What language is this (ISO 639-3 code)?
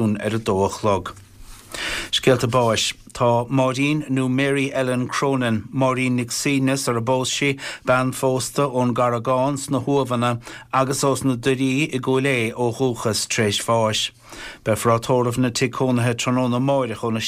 gle